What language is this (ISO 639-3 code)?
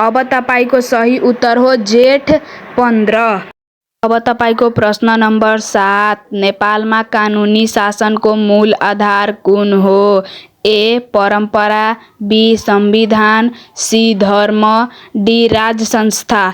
nep